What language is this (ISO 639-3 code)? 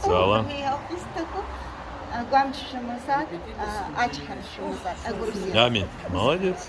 abk